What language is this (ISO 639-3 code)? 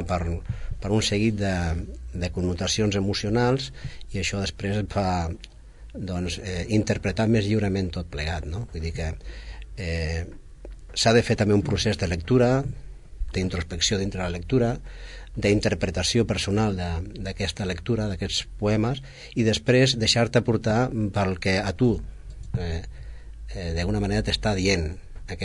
cat